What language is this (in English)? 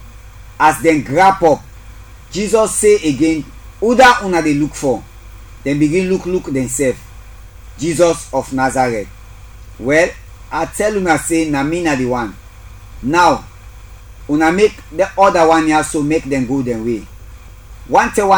Krio